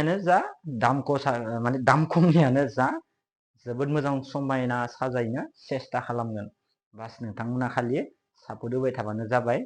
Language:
Bodo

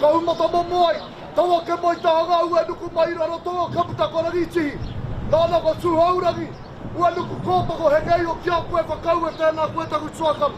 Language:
Māori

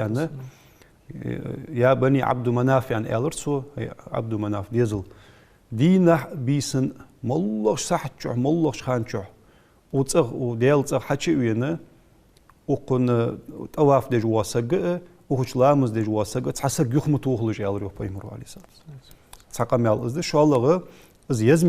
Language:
Ingush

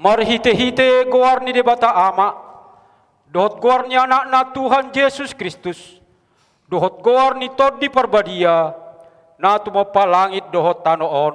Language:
Batak Toba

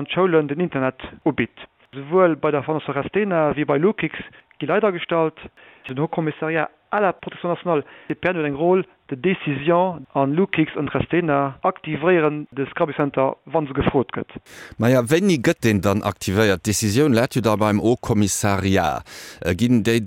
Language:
Luxembourgish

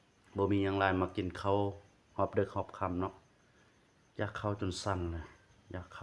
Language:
Lao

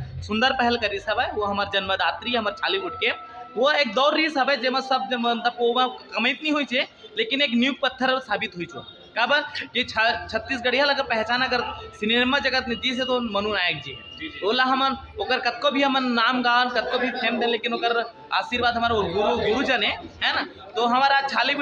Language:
Chhattisgarhi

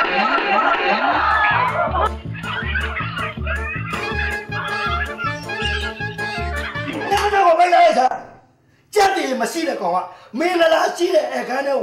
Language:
Burmese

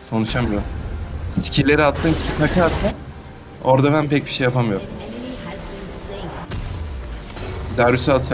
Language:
Turkish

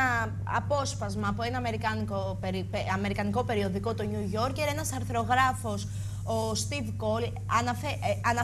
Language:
Greek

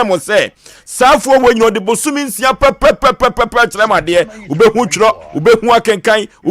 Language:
Akan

